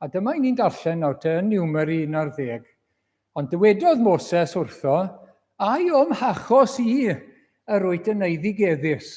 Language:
Welsh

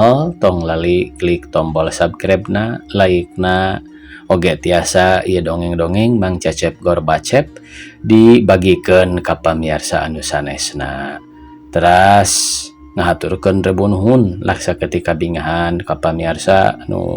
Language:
Sundanese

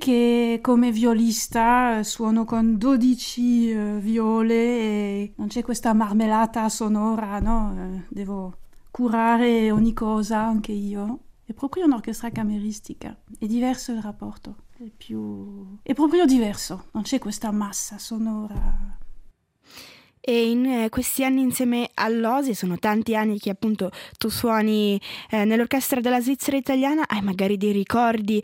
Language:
Italian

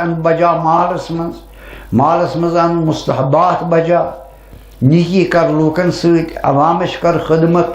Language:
Kashmiri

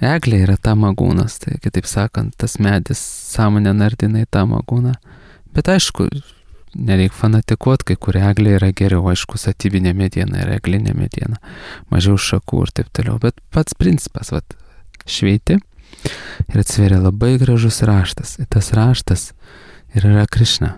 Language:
Lithuanian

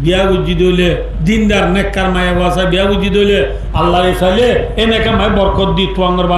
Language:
Rohingya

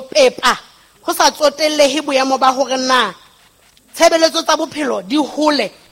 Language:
Southern Sotho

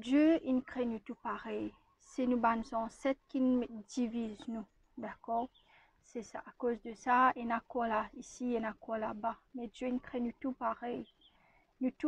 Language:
Morisyen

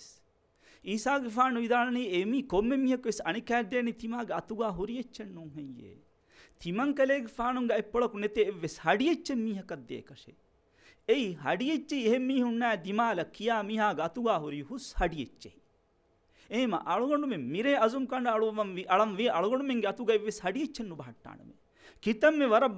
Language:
Divehi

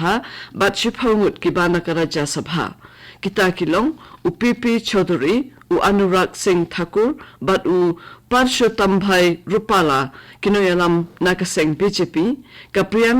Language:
Khasi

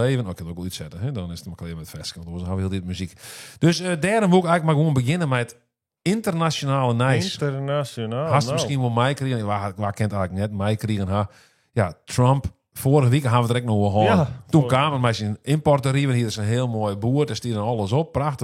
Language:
Western Frisian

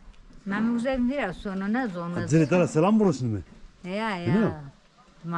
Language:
Zaza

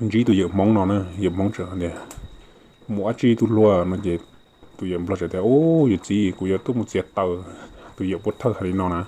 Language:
Hmong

